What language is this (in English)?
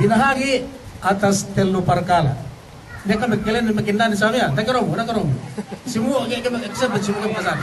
Yakan